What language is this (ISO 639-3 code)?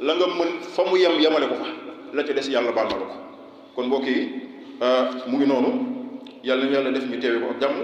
wol